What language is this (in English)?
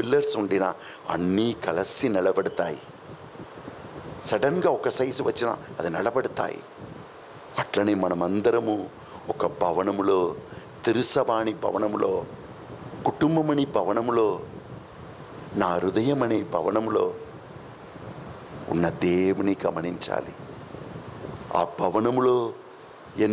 Telugu